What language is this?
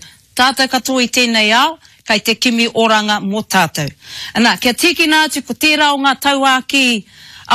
Māori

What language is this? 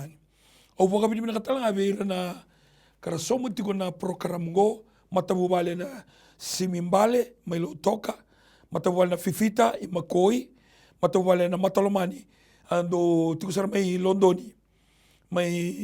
Fijian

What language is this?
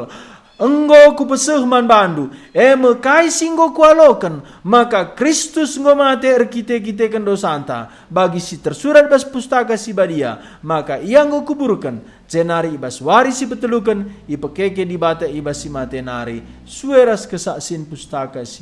Batak Karo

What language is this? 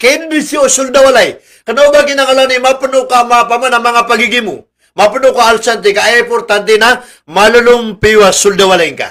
Maranao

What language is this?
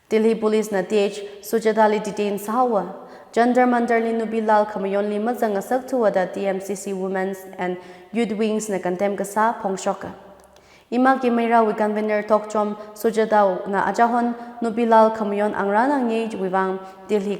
Tangkhul Naga (India)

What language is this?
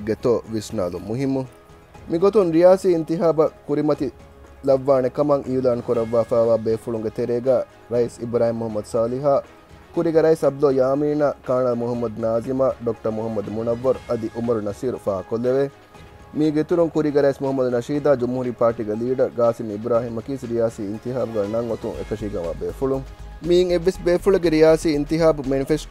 Divehi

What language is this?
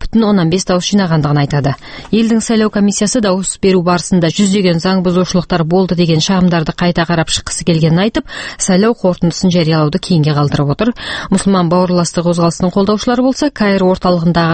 Kazakh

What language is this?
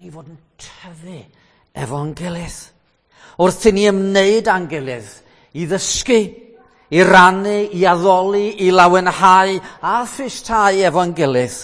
Welsh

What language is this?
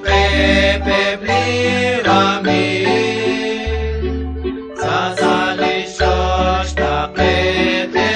Kekchí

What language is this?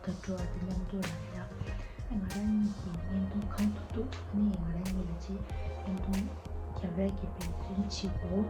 Tibetan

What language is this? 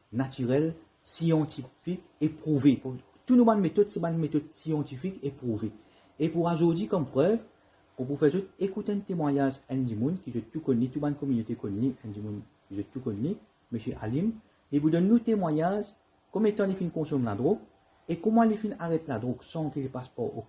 Morisyen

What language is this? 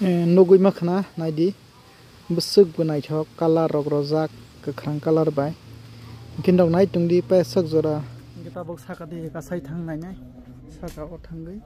Kok Borok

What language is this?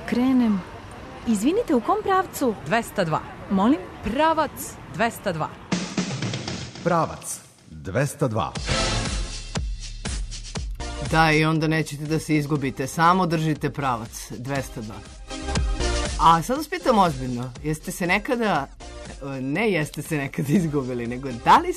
Serbian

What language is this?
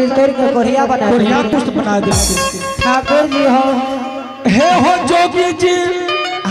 Angika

